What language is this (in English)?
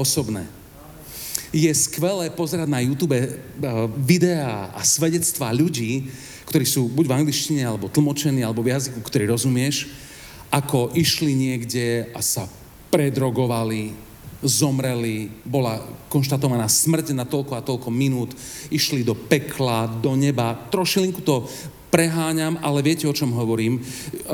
Slovak